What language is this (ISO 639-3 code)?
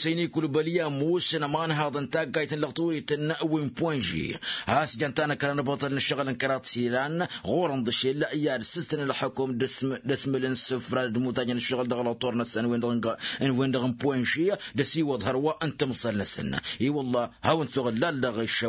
taq